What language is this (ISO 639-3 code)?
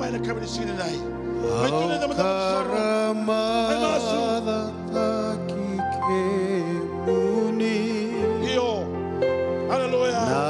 fij